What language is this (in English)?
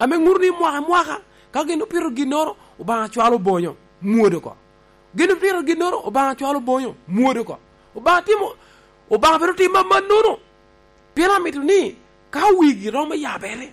Lango (Uganda)